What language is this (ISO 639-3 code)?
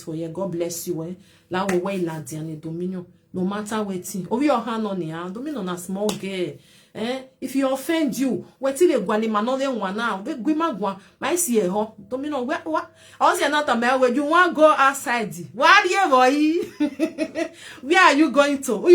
pcm